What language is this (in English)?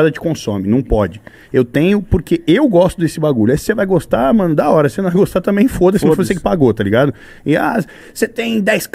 Portuguese